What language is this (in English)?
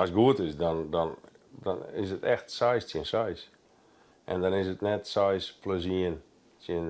Western Frisian